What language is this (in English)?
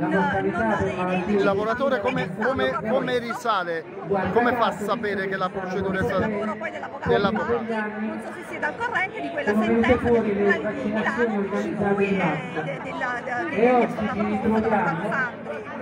Italian